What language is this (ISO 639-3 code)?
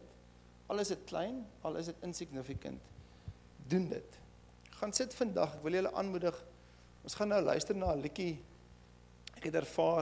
afr